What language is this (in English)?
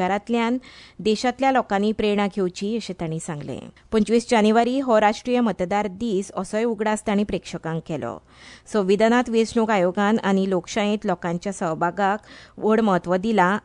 Konkani